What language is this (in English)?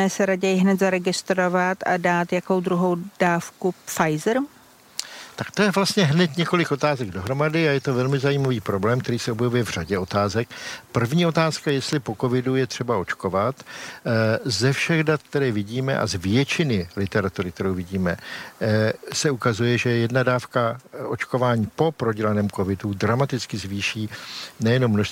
Czech